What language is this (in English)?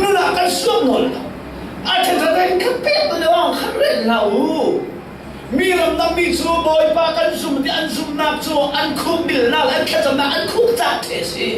Falam Chin